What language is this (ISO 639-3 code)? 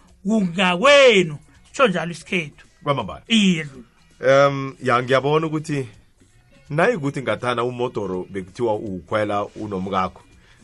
nbl